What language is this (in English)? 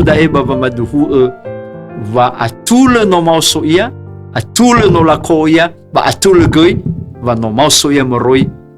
Nias